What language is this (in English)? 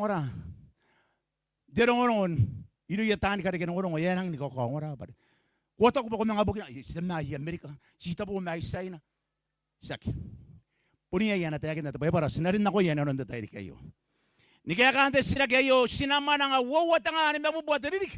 Gilbertese